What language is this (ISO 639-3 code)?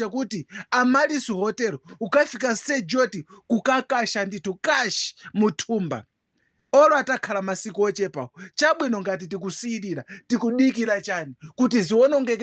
nya